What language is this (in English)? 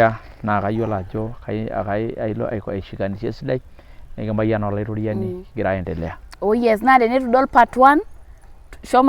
Masai